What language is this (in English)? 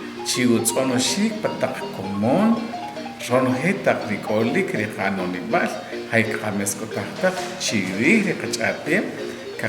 Achi